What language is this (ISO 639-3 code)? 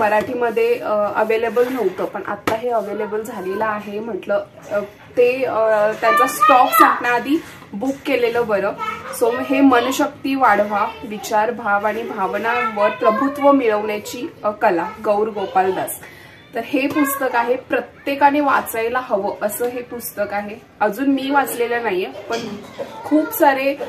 mar